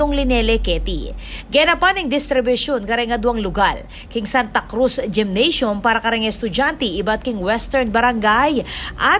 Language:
Pampanga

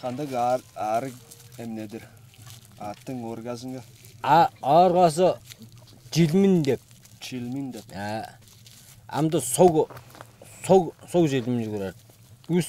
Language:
Tuvinian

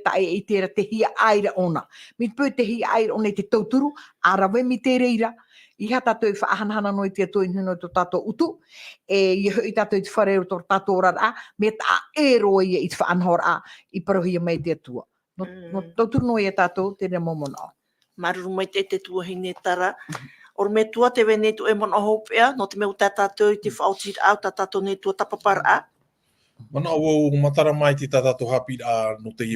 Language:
Tahitian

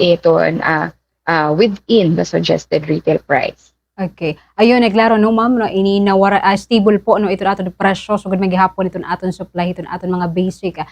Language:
Waray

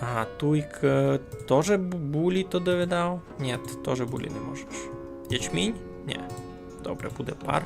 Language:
Rusyn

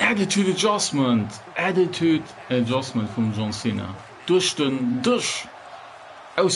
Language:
Luxembourgish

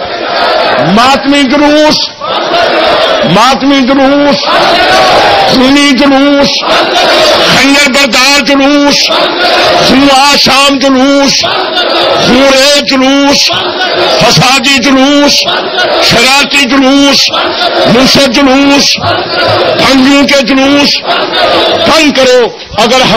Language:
Urdu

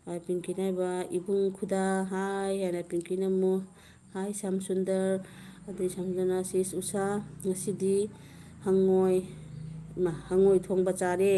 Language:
Manipuri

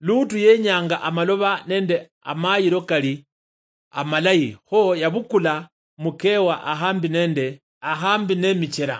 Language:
Luyia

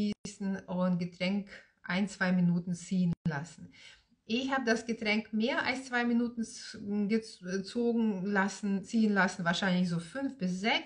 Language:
German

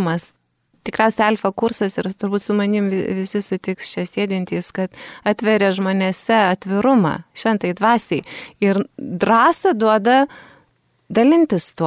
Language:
Lithuanian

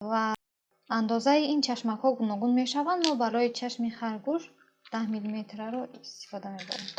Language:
Tajik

